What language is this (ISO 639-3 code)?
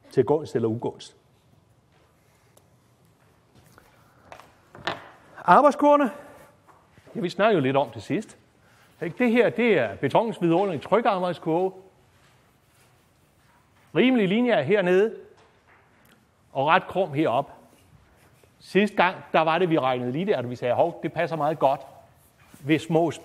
dan